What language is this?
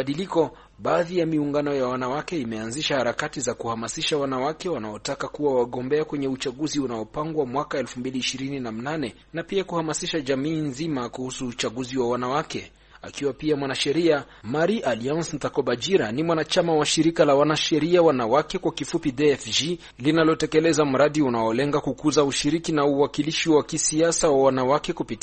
Swahili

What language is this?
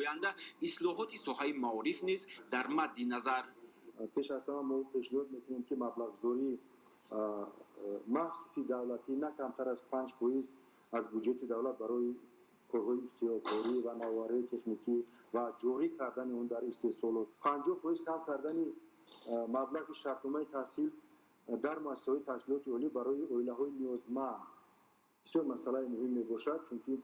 Tajik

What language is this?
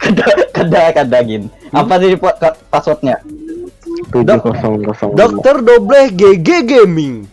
Banjar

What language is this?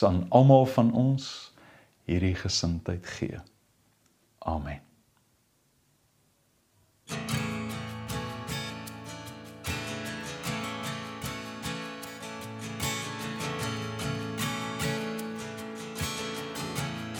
Afrikaans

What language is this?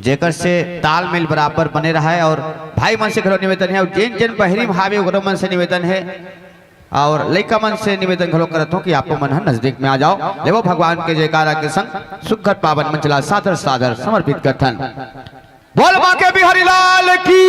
Chhattisgarhi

